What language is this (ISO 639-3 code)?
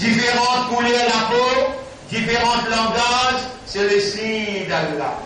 mfe